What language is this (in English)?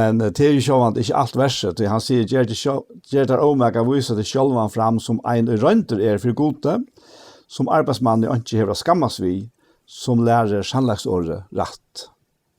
Faroese